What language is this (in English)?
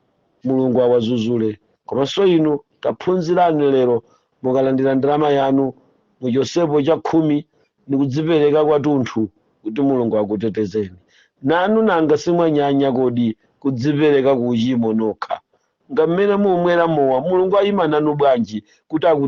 Nyanja